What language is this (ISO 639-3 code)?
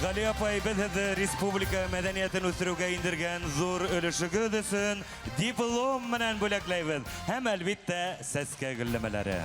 bak